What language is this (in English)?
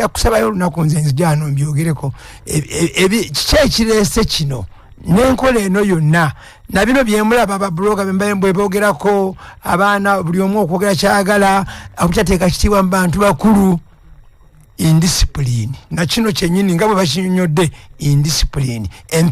Ganda